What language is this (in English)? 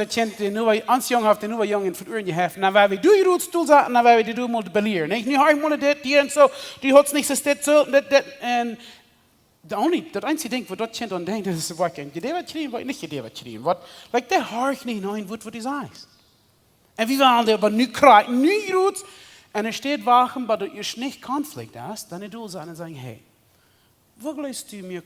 Plautdietsch